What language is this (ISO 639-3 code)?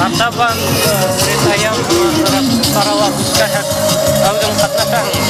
bak